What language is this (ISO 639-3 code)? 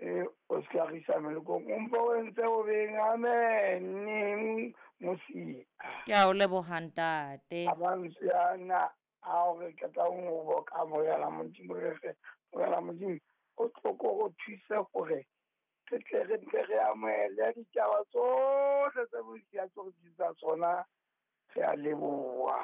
sot